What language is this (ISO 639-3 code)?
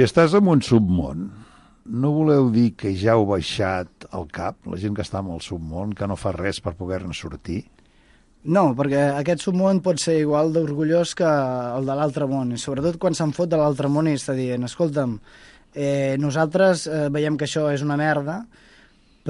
cat